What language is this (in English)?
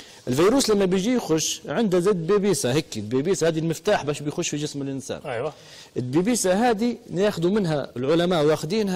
Libyan Arabic